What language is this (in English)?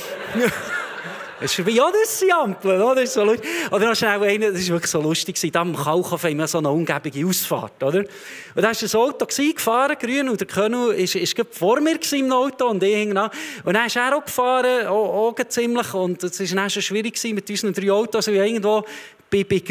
Swiss German